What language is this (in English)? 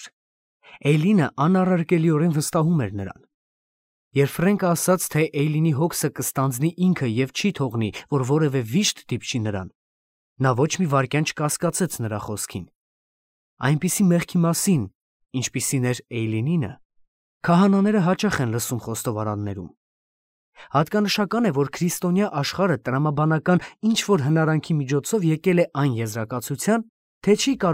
Armenian